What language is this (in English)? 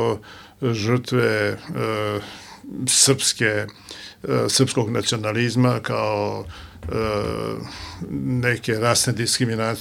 Serbian